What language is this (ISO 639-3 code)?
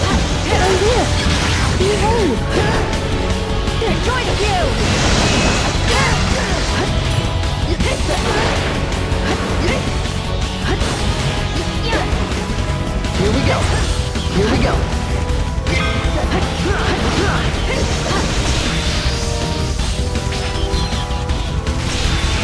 eng